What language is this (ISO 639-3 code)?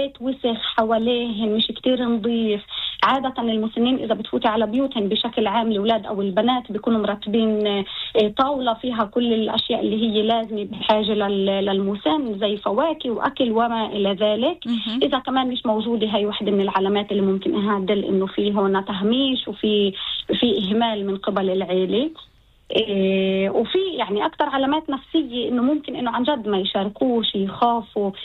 apc